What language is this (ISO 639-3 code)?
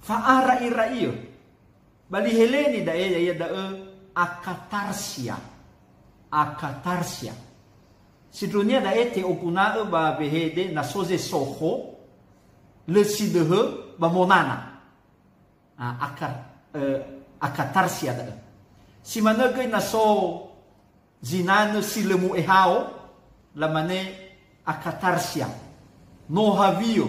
nia